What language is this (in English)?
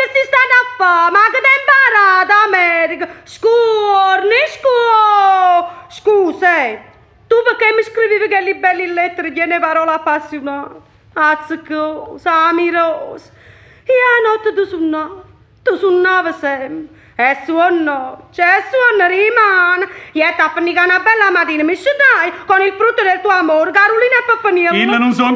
Neapolitan